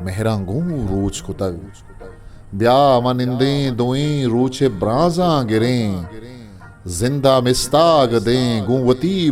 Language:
Eastern Balochi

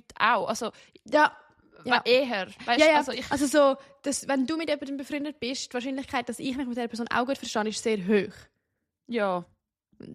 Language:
Swiss German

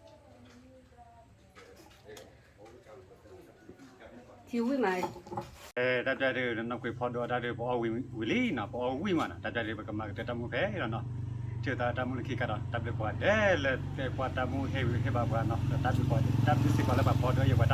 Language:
S'gaw Karen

